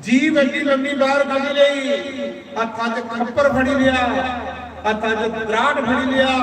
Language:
Dogri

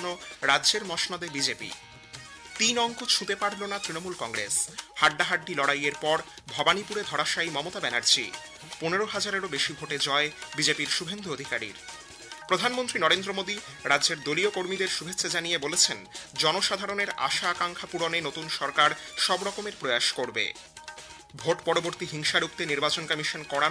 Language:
Bangla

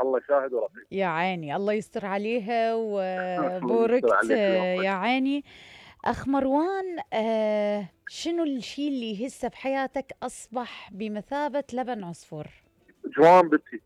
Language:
Mesopotamian Arabic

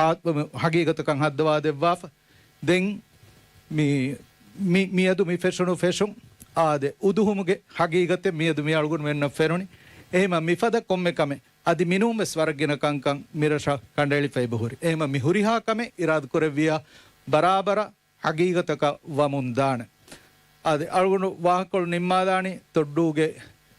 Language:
Divehi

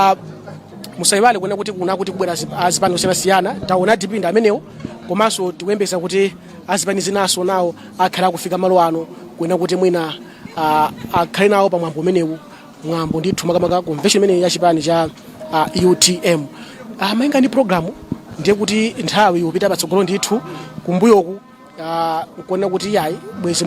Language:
Nyanja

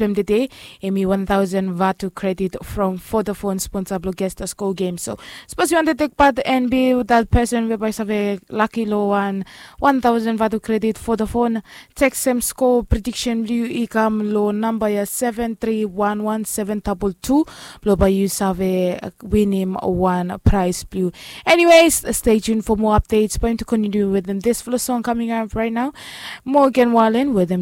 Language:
Bislama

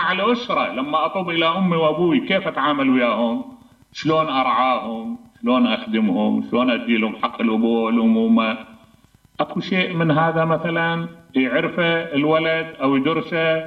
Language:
Mesopotamian Arabic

